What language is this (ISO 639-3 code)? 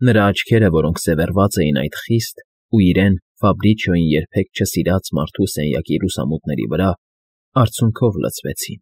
hye